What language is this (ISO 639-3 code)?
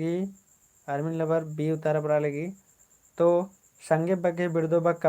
kru